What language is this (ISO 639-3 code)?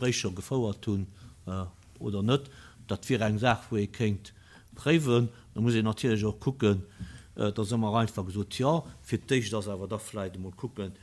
ltz